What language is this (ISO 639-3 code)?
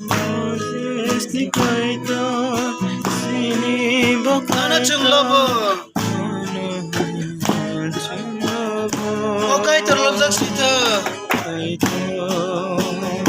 trp